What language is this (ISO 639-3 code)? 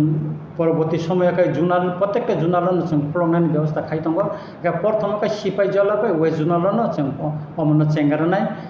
trp